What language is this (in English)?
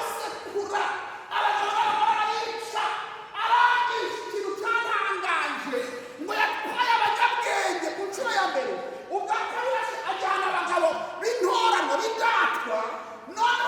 Kinyarwanda